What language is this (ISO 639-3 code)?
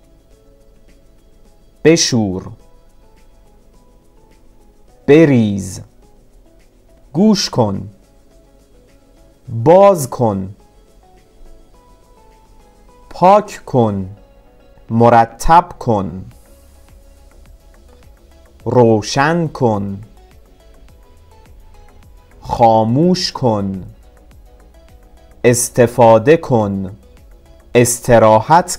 fas